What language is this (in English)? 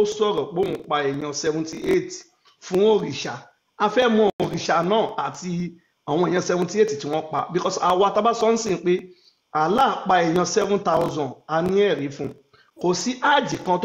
Yoruba